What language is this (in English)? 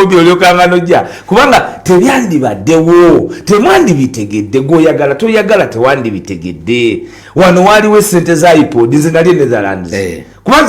Ganda